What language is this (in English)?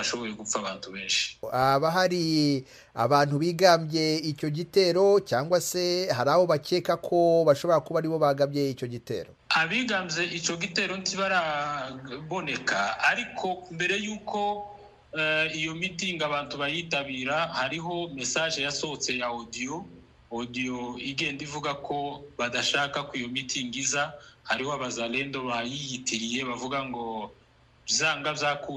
Kinyarwanda